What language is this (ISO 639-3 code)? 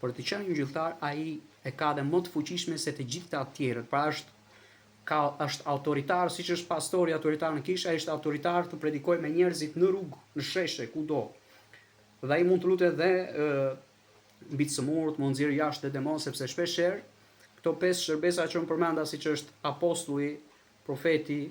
sqi